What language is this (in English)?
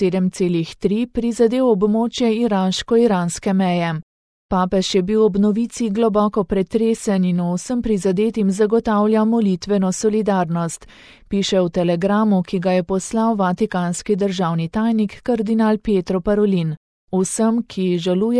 Slovenian